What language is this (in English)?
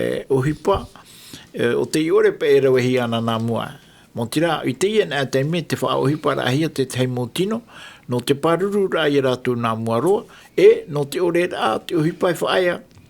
Tahitian